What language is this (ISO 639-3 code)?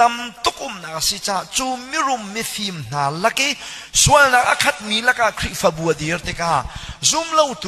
cnh